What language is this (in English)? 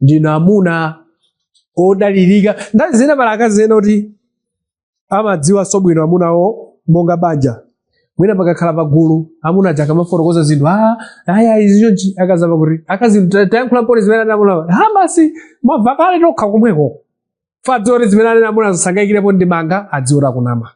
Nyanja